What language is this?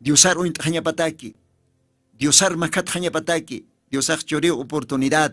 Aymara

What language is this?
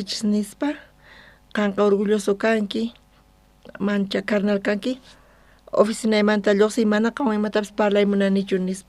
South Bolivian Quechua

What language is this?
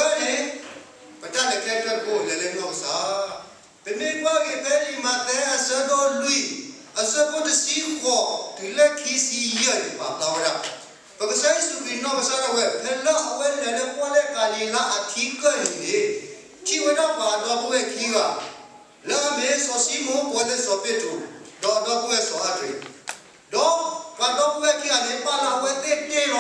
S'gaw Karen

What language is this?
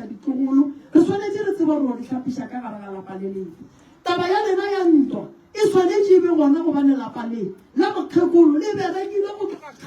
Northern Sotho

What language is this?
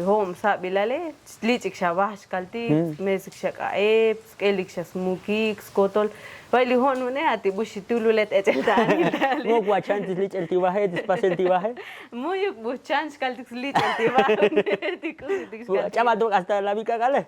Tzotzil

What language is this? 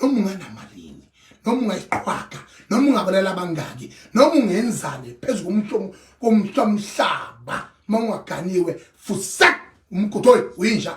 Zulu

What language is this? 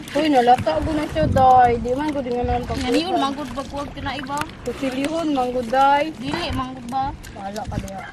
Cebuano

